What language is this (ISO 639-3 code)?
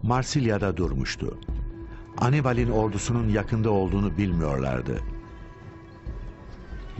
tur